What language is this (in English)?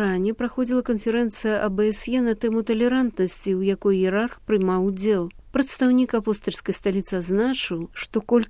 Belarusian